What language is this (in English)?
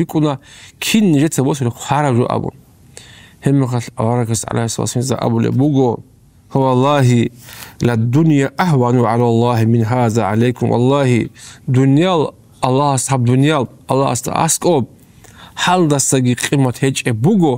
Avaric